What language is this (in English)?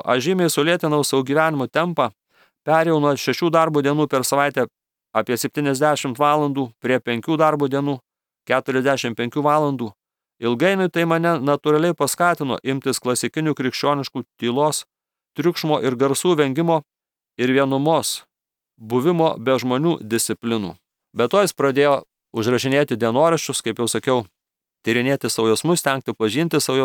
Lithuanian